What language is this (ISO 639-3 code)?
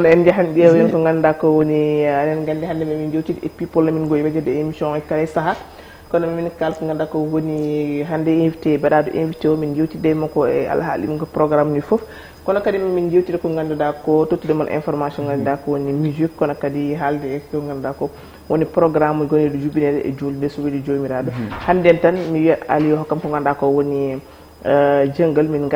ful